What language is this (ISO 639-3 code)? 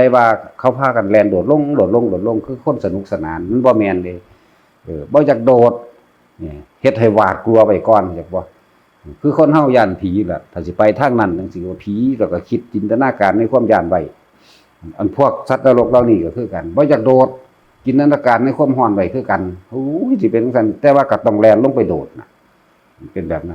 tts